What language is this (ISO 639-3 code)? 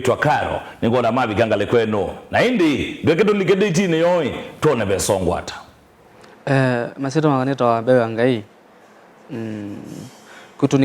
kam